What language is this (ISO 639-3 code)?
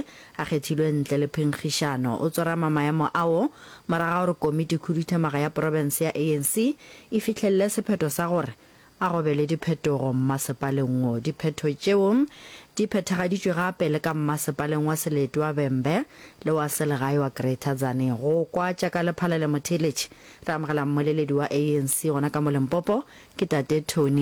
nso